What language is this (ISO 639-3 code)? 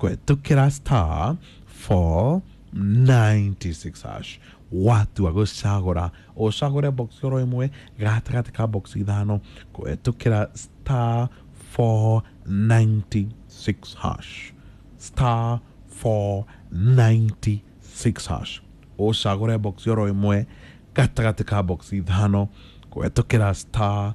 kik